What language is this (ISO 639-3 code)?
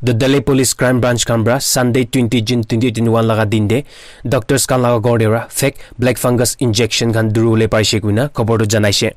nag